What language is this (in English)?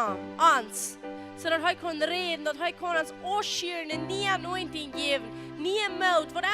Plautdietsch